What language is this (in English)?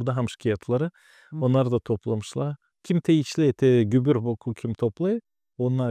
Gagauz